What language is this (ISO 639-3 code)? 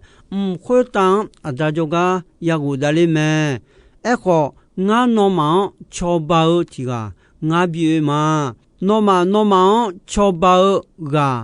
ahk